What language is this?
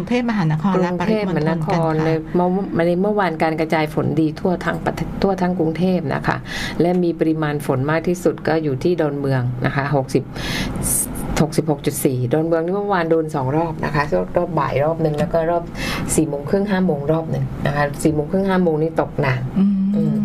Thai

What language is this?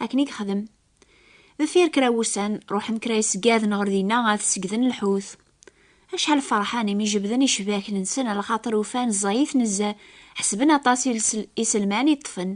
Kabyle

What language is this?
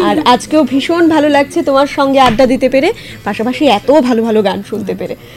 Bangla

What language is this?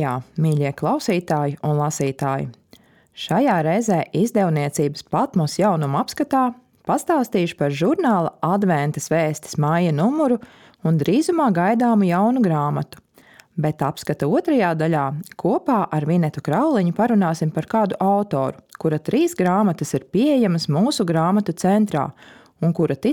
Latvian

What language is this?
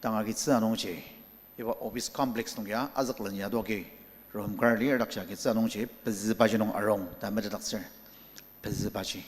Ao Naga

